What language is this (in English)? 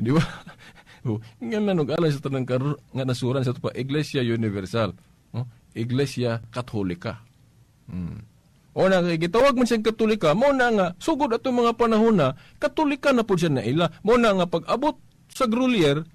Cebuano